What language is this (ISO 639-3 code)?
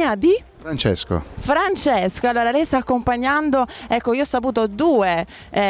ita